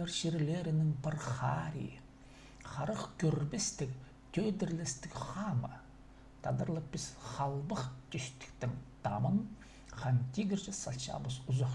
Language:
Khakas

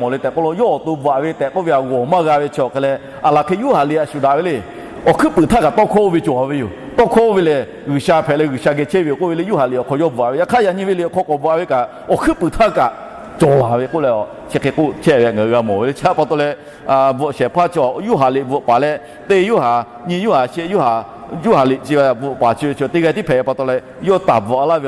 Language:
Lahu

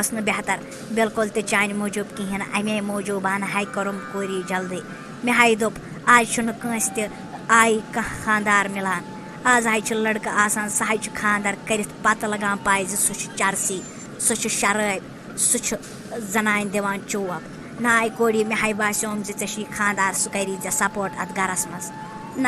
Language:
Kashmiri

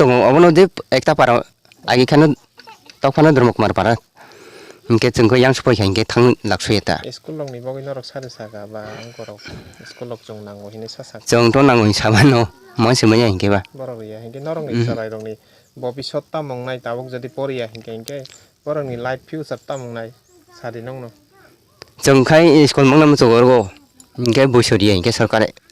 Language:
Kok Borok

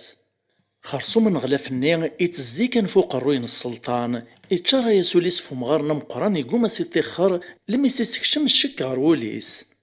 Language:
Kabyle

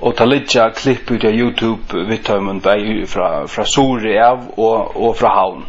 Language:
Faroese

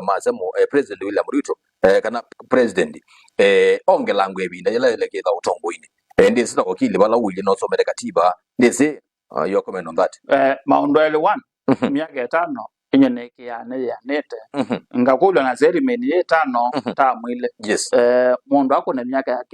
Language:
Kamba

